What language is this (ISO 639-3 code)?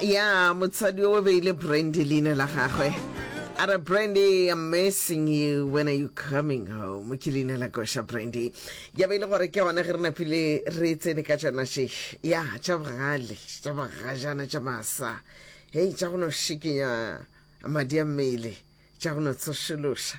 nso